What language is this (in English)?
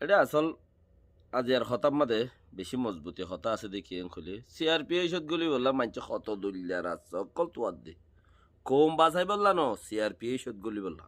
Rohingya